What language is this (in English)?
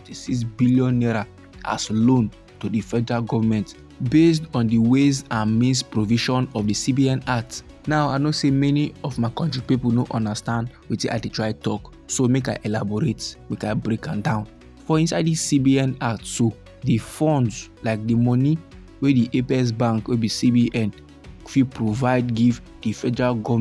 Nigerian Pidgin